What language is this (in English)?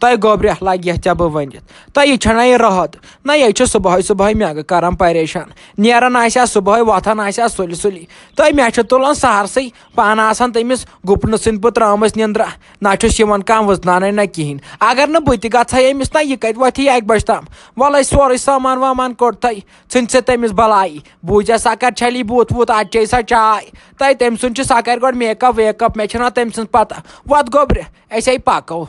Kashmiri